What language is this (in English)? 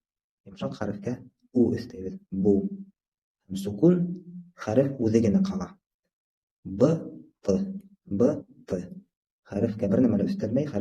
Bashkir